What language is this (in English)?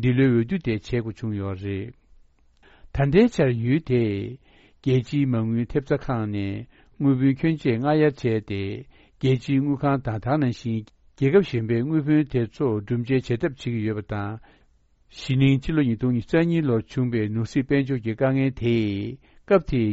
Tibetan